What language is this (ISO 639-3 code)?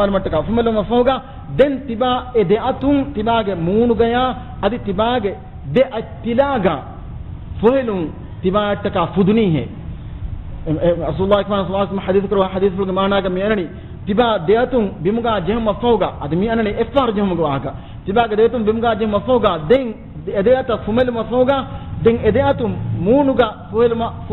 div